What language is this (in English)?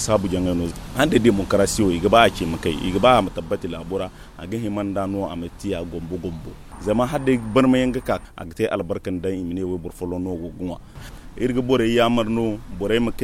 Zarma